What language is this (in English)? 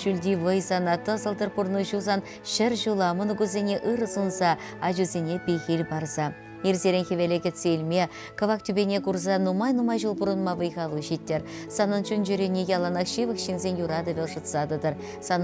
Chuvash